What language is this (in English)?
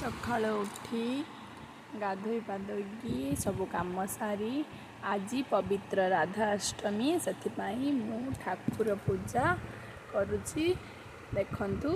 Odia